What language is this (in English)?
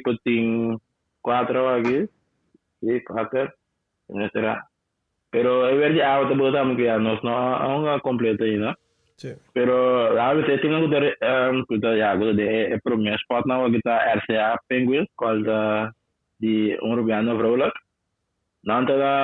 Papiamento